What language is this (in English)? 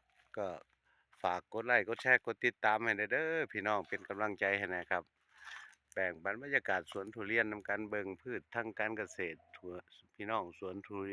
Northeastern Thai